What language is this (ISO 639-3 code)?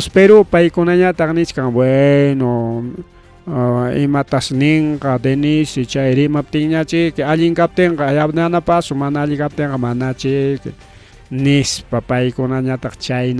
quy